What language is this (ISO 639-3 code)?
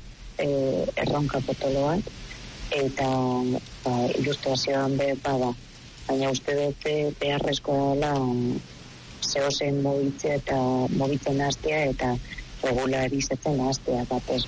eus